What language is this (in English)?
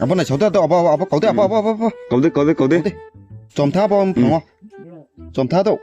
Riang (India)